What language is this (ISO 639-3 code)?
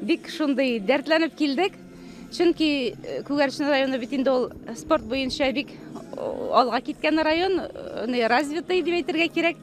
bak